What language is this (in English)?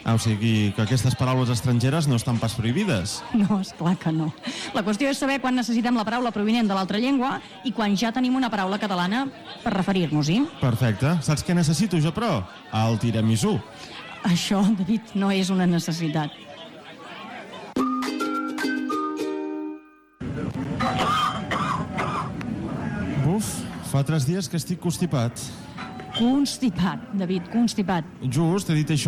Catalan